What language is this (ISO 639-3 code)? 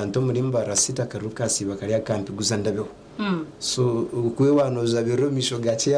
nyn